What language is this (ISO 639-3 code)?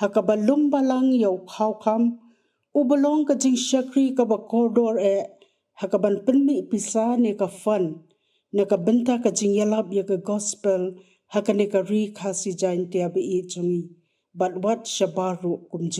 kha